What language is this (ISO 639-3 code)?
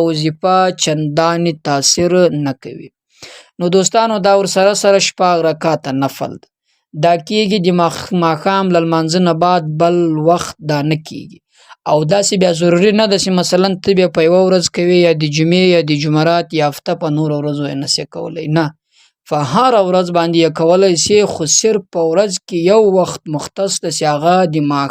pus